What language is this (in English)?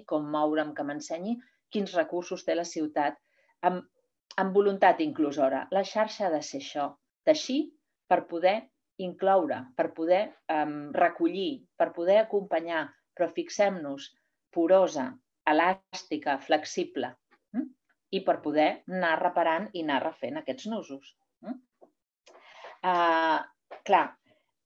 Catalan